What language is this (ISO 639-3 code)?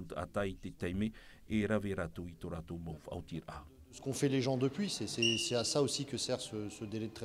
tah